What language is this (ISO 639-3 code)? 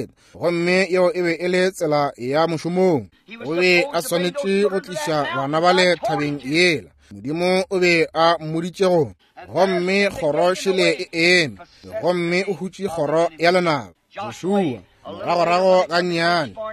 nso